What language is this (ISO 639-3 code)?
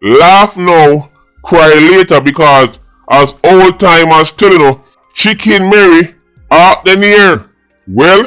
jam